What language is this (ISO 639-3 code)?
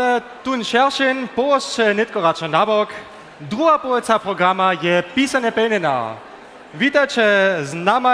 hsb